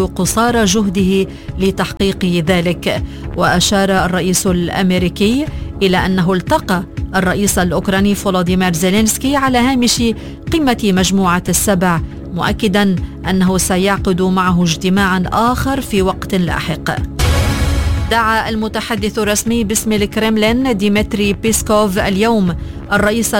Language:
Arabic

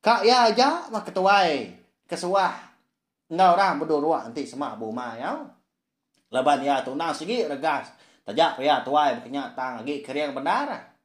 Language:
Iban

